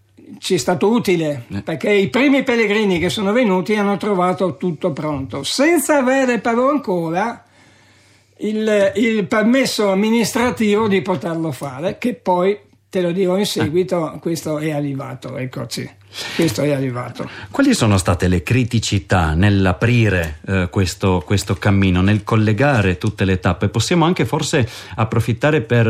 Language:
Italian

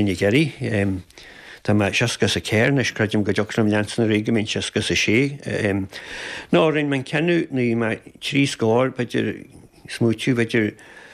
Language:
Irish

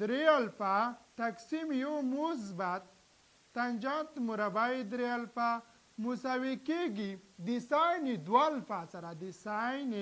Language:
Pashto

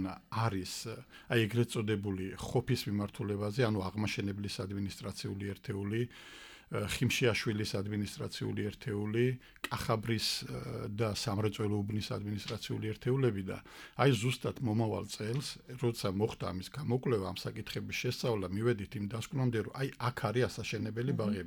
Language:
Georgian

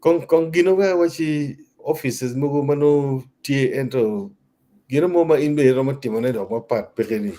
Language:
Acoli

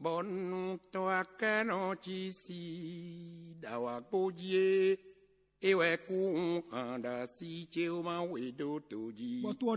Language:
Fon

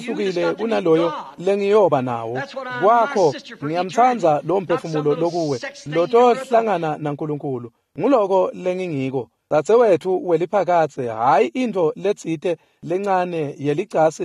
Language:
Swati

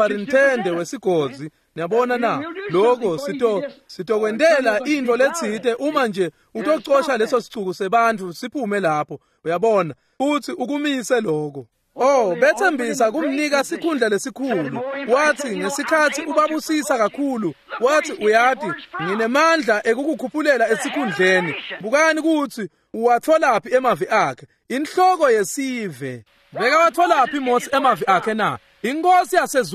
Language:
Swati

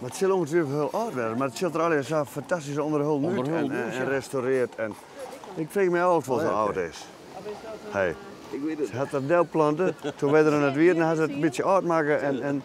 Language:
Western Frisian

